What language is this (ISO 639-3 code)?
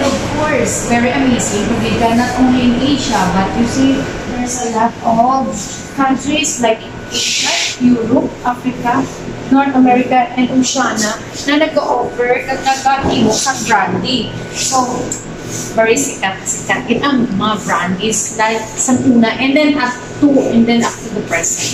hil